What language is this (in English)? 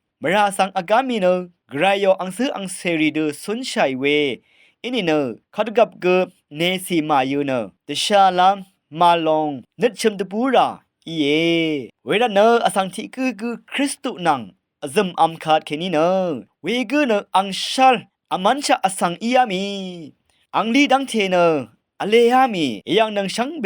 Rawang